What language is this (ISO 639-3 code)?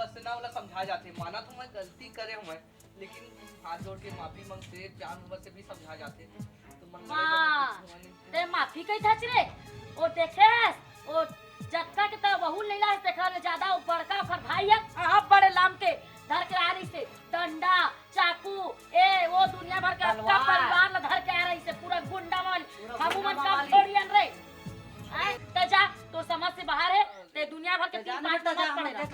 hne